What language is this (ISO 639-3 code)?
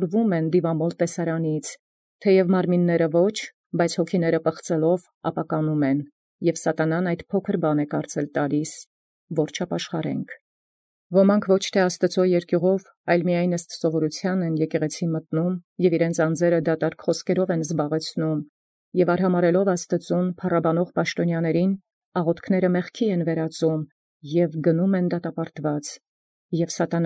hye